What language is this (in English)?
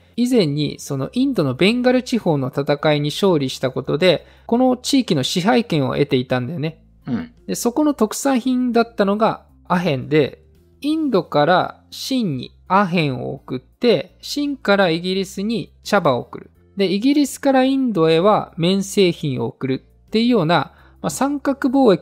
Japanese